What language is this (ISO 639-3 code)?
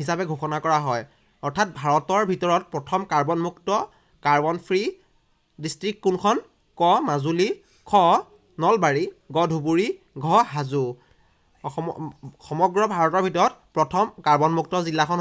asm